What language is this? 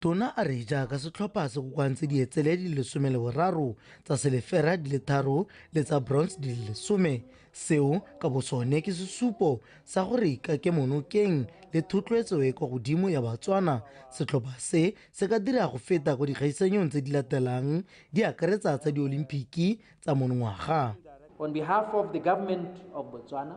Tswana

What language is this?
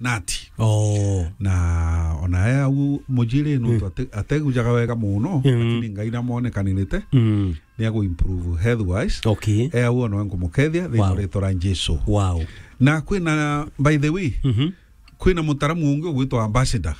Meru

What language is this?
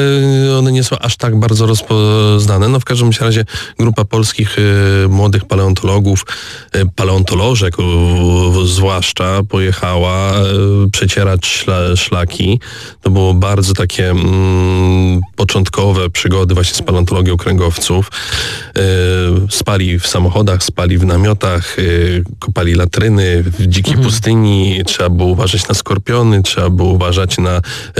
Polish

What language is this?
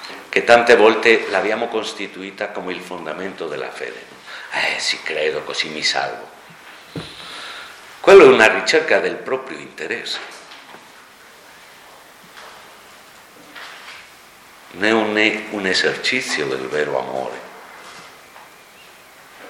Italian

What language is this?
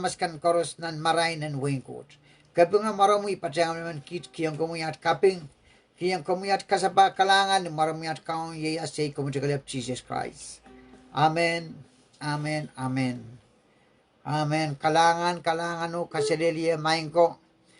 Pohnpeian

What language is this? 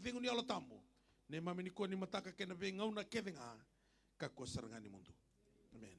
Fijian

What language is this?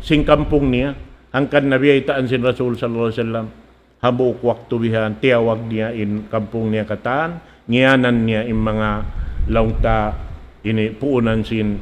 Tausug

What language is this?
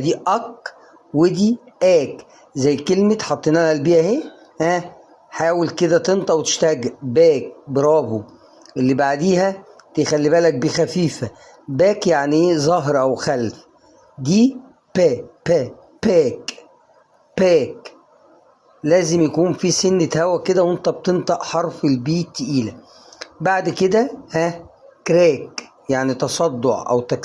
Egyptian Arabic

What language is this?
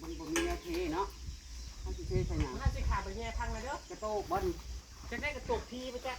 Northeastern Thai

